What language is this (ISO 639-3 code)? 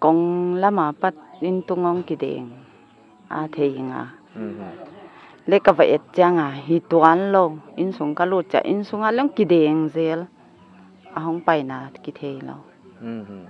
pck